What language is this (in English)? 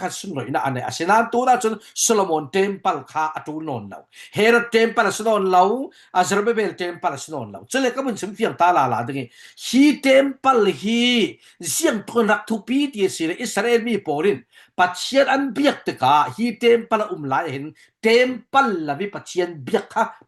Falam Chin